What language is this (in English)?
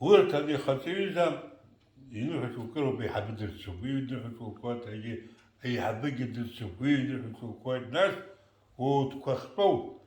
Abkhazian